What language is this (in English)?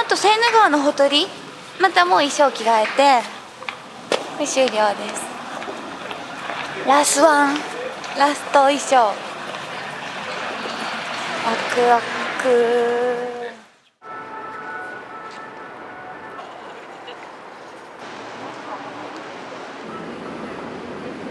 Japanese